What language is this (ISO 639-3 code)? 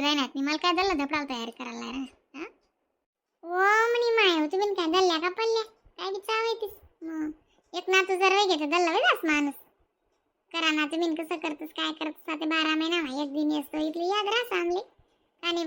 khn